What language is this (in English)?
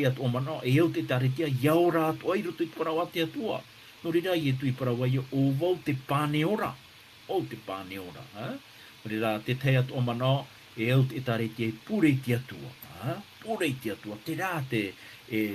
Tahitian